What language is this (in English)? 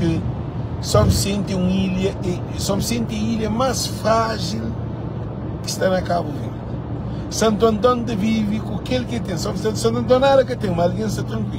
Kabuverdianu